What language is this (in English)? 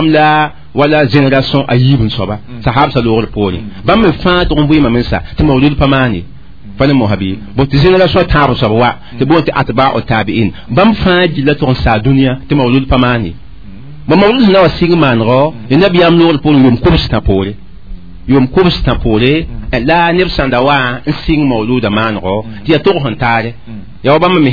Mossi